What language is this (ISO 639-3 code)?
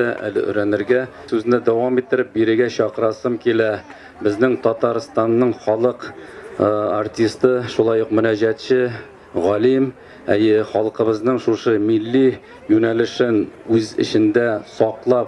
tat